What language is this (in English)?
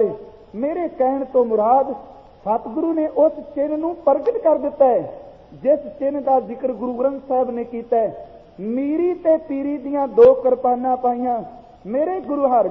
Punjabi